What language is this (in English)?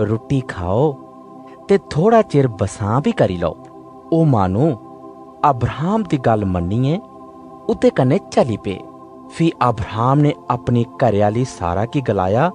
Dogri